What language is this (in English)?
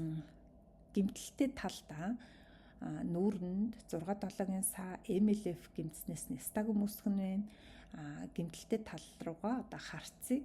Mongolian